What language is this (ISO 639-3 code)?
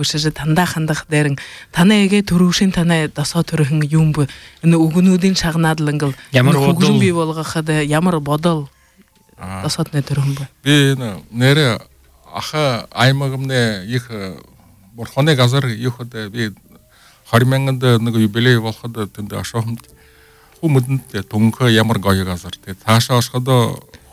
bua